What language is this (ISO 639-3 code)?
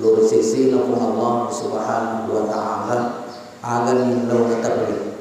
bug